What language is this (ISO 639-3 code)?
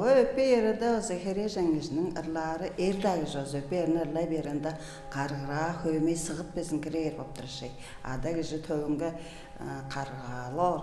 tyv